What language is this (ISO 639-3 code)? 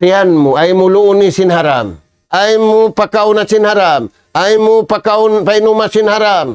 tsg